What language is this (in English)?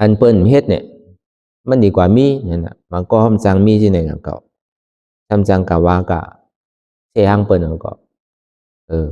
Shan